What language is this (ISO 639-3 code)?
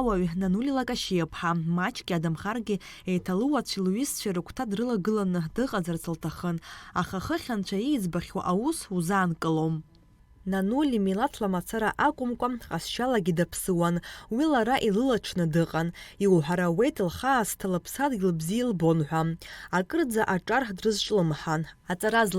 abk